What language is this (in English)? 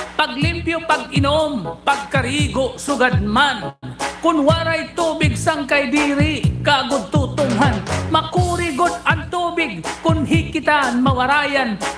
Waray